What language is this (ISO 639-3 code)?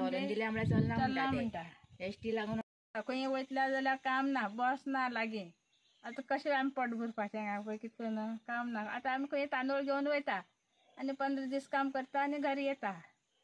kok